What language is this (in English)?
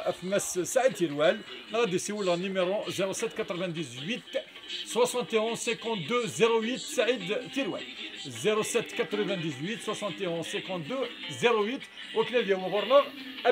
Kabyle